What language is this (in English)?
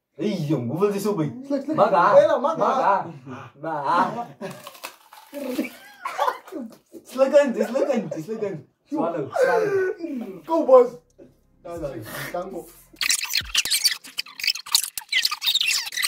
Afrikaans